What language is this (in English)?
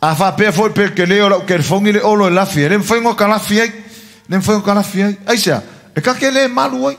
Samoan